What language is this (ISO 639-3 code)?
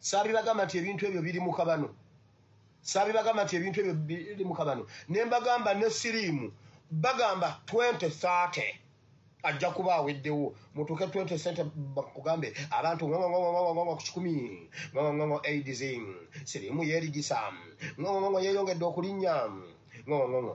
lug